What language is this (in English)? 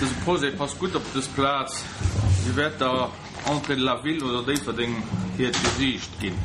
Luxembourgish